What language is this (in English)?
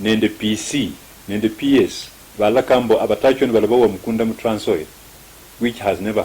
Luyia